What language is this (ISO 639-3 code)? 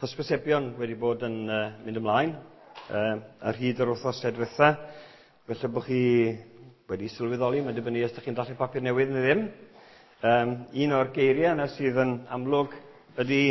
cym